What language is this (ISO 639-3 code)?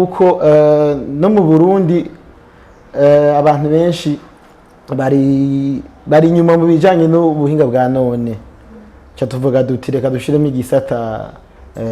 run